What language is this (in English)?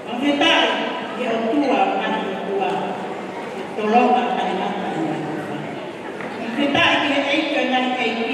Tongan